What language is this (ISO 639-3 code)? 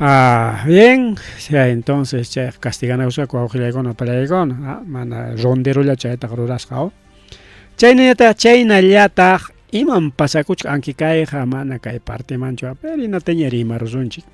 quy